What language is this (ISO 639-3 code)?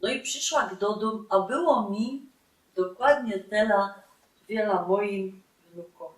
szl